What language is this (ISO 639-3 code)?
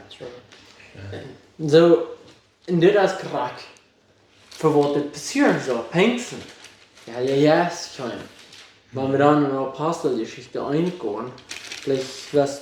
pdt